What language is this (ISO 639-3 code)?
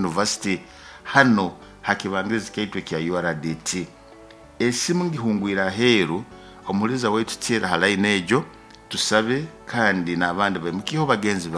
nyo